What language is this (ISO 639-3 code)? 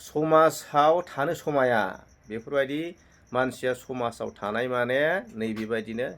brx